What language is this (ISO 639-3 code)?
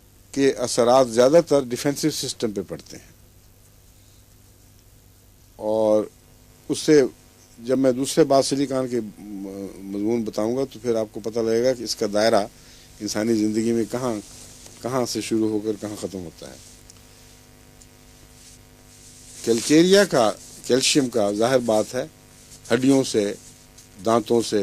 urd